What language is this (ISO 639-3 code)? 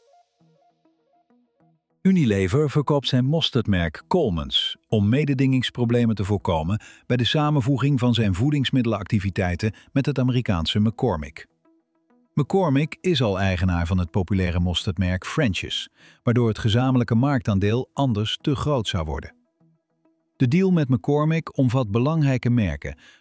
nld